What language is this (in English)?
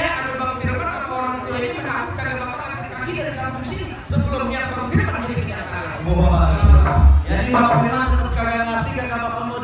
Betawi